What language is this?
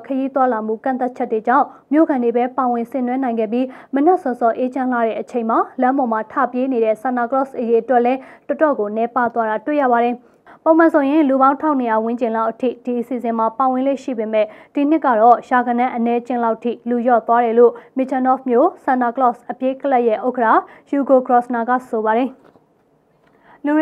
Burmese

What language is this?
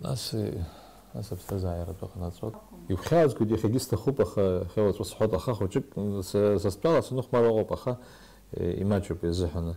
Abkhazian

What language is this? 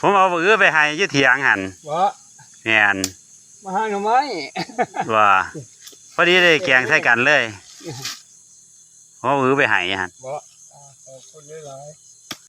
Lao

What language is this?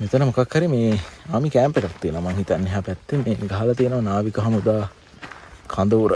Sinhala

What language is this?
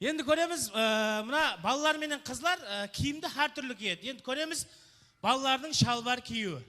Kara-Kalpak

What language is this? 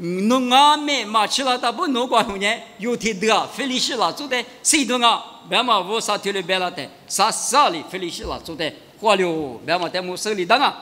Lisu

